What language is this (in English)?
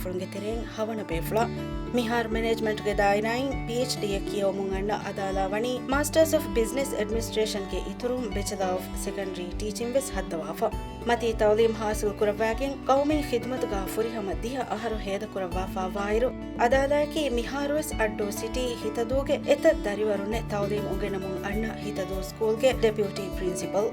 Divehi